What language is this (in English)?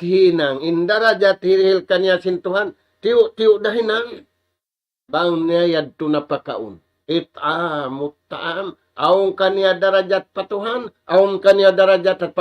Tausug